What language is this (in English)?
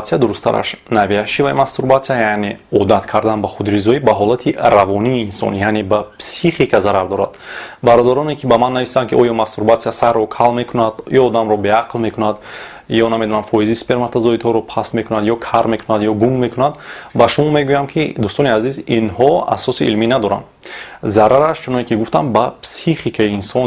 Tajik